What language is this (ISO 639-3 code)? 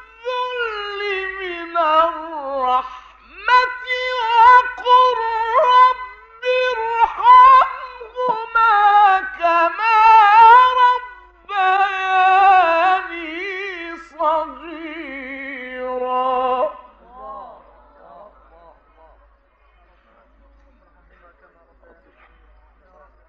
ara